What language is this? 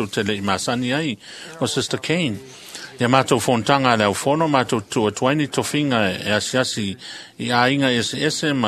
Samoan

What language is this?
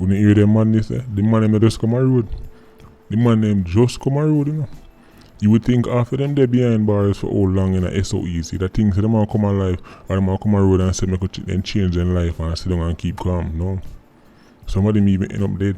Jamaican Creole English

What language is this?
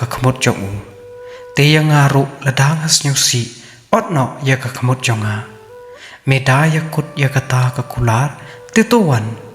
Khasi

